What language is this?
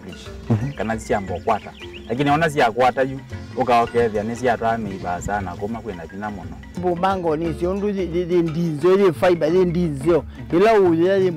Kamba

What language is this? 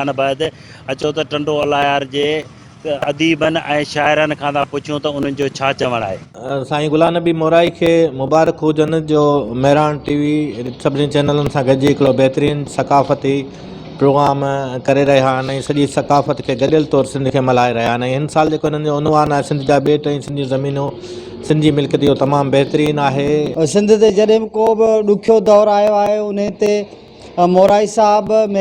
Sindhi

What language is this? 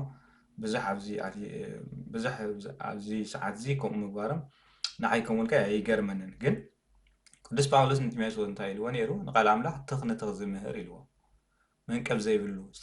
Tigrinya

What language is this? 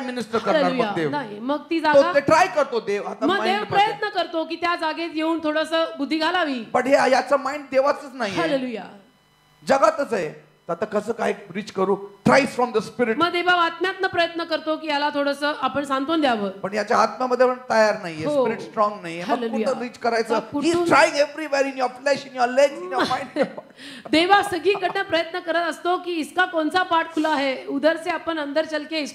Marathi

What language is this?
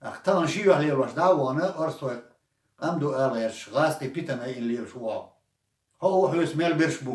Chechen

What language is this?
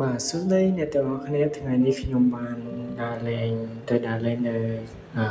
Khmer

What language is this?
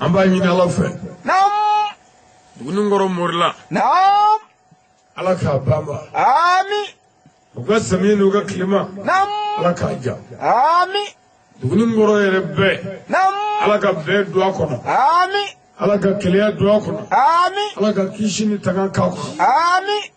Bambara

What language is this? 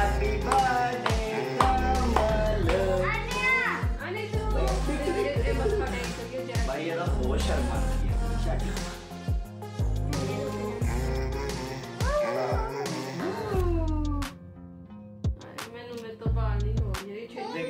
Punjabi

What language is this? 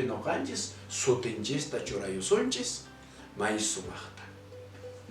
Quechua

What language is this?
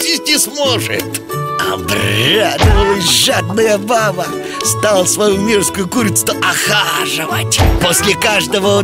Russian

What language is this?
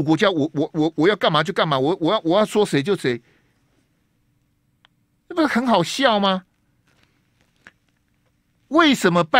Chinese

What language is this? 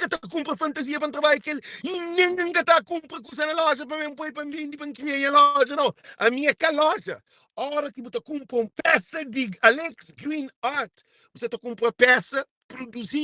Kabuverdianu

